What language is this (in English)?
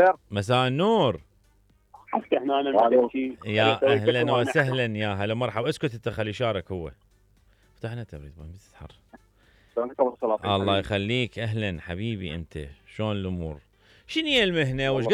Mesopotamian Arabic